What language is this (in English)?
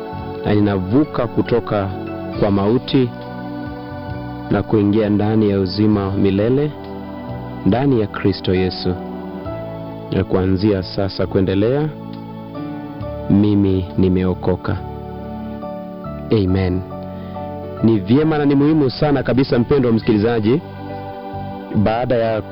Swahili